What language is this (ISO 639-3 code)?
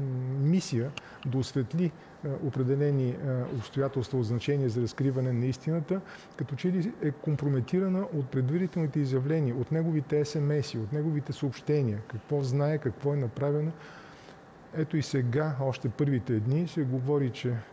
bul